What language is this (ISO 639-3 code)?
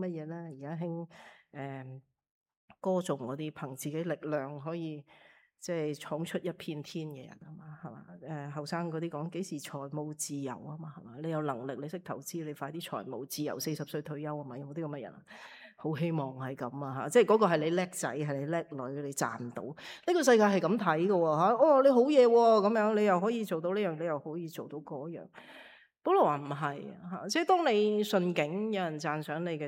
yue